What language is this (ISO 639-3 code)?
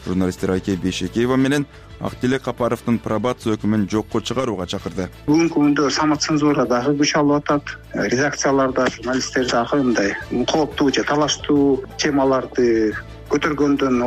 kir